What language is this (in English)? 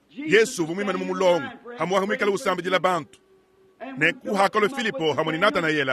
Luba-Lulua